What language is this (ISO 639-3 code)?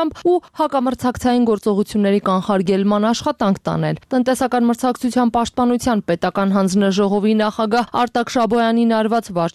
hye